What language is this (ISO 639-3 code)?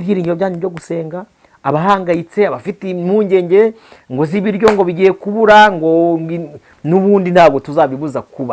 kin